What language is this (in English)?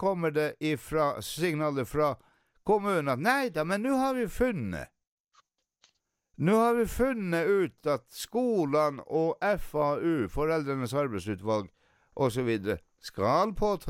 Norwegian